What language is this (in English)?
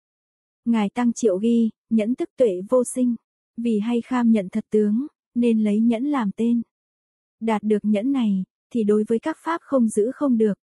Vietnamese